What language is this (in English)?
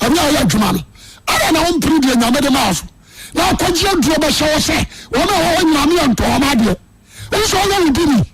Akan